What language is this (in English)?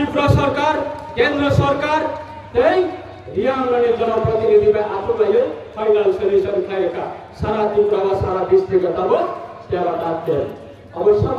Kok Borok